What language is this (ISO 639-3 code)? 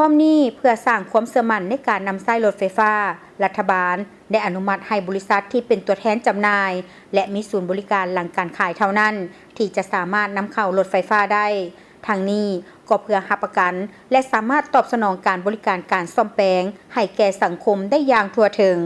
lao